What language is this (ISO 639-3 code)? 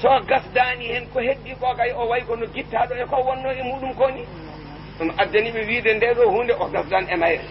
ful